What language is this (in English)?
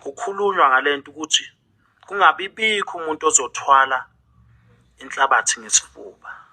Zulu